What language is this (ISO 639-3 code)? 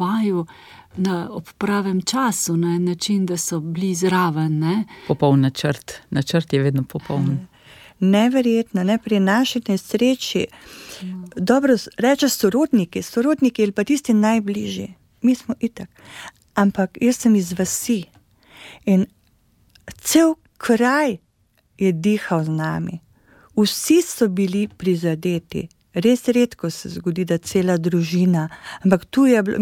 slv